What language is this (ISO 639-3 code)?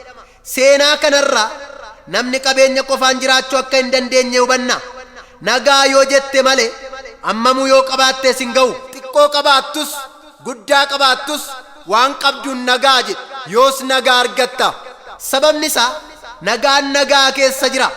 orm